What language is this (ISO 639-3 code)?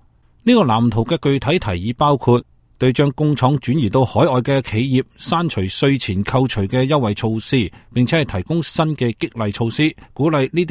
yue